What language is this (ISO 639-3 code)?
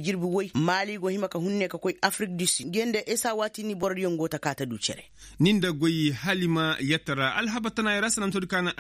ses